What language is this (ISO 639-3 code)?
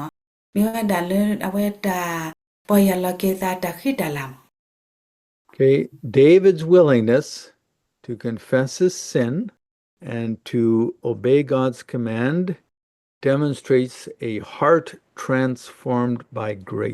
ksw